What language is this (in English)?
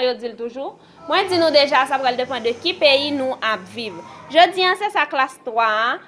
Haitian Creole